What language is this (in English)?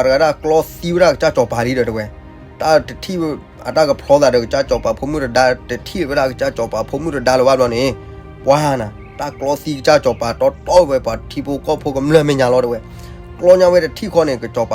S'gaw Karen